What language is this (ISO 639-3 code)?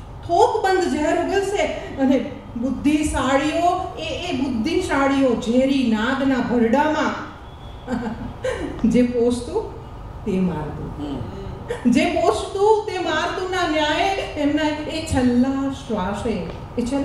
guj